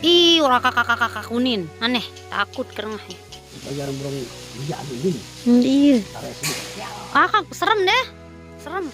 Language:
Sasak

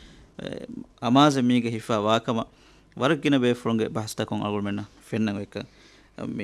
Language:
Divehi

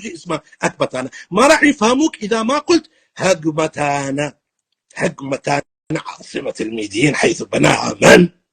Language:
North Levantine Arabic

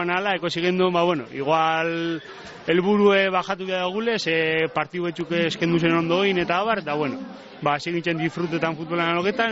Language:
Basque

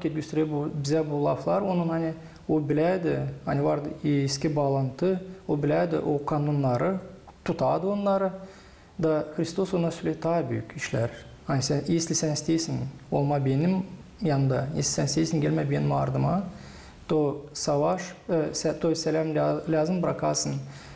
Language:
Gagauz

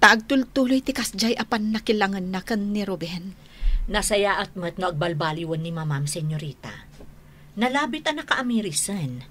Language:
Iloko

